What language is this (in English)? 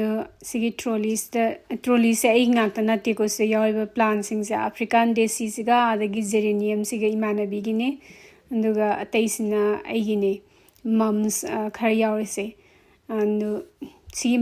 Manipuri